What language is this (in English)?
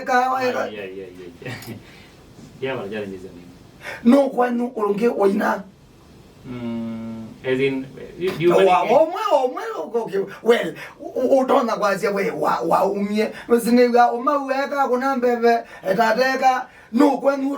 Kamba